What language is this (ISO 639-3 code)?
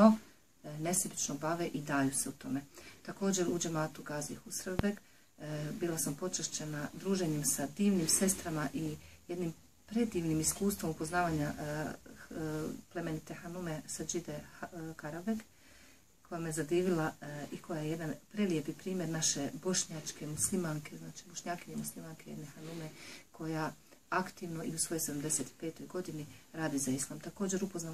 bos